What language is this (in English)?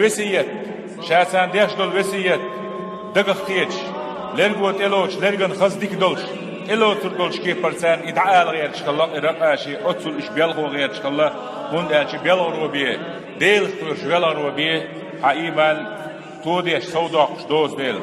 Chechen